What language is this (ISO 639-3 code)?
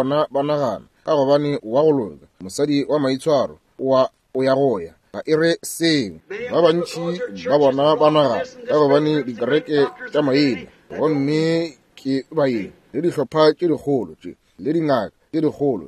nso